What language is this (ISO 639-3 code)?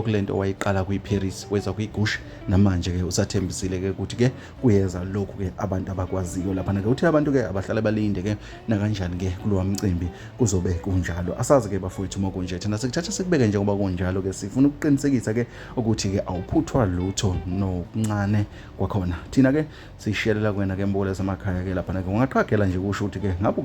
zul